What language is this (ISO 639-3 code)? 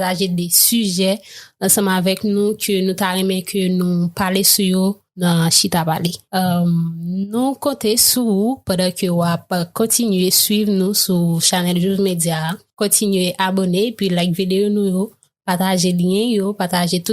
hat